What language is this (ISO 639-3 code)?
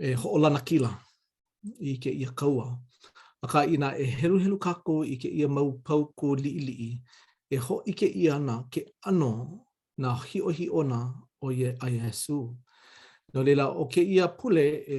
haw